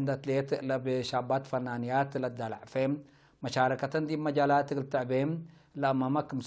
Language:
Tigre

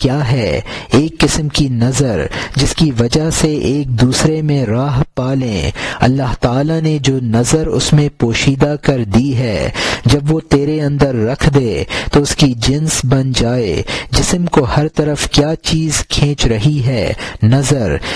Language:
Urdu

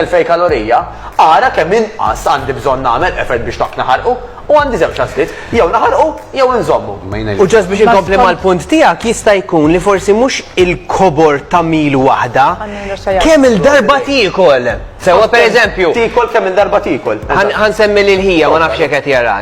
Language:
Maltese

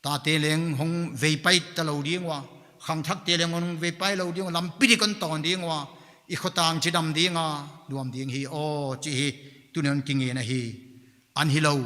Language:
Paite Chin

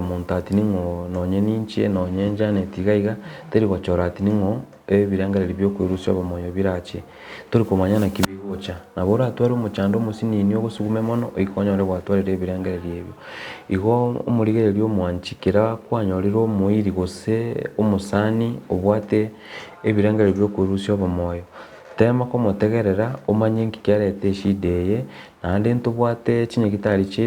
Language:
Gusii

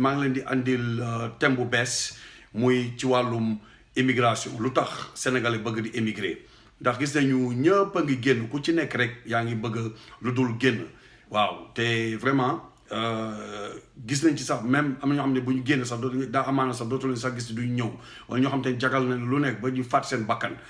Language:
Wolof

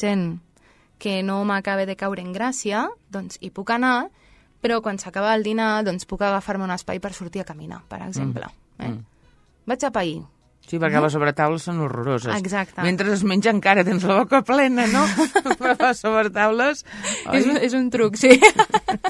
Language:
Catalan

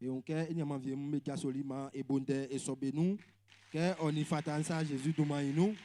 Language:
Baoulé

